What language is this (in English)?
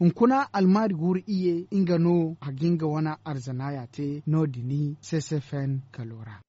Zarma